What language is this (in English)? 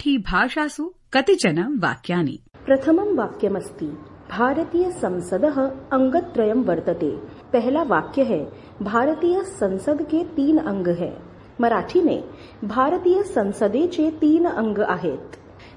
Sanskrit